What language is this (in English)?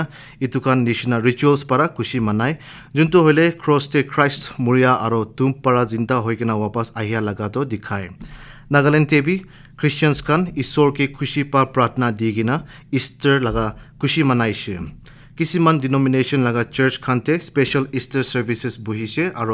Naga Pidgin